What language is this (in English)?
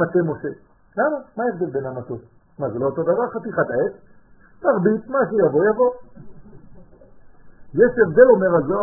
Hebrew